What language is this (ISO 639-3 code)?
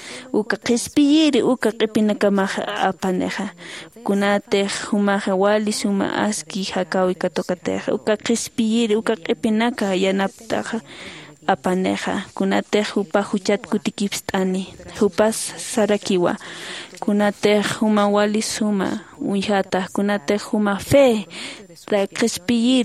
aym